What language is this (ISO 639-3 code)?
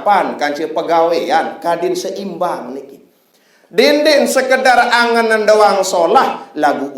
sas